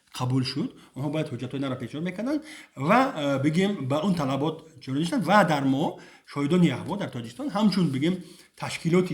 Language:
Tajik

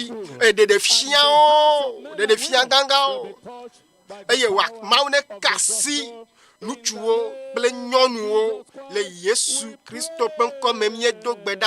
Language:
Ewe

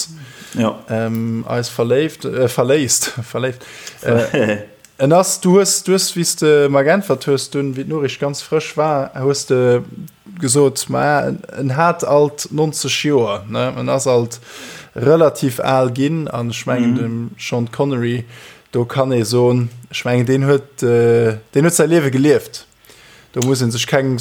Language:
Luxembourgish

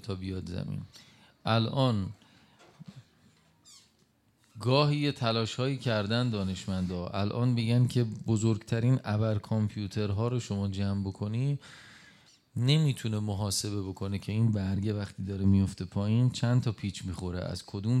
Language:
Persian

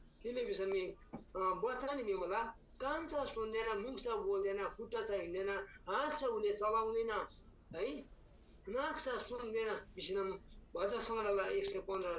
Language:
Eastern Tamang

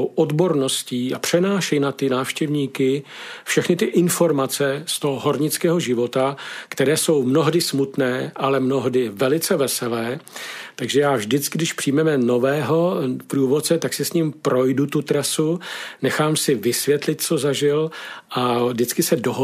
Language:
Czech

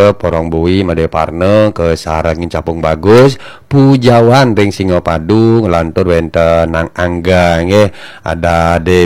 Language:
Balinese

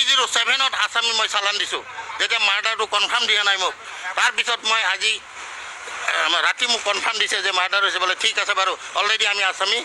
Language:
Assamese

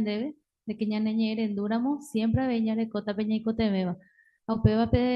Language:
Guarani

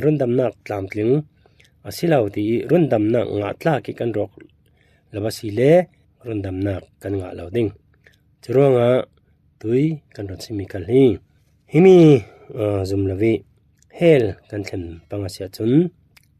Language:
Falam Chin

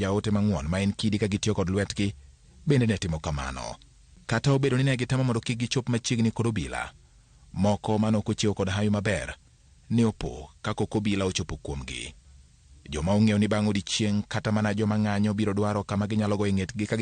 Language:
Luo (Kenya and Tanzania)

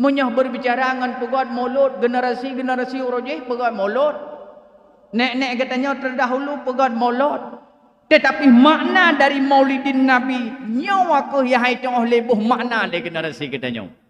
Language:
Achinese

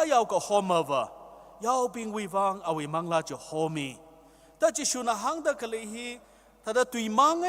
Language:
Tangkhul Naga (India)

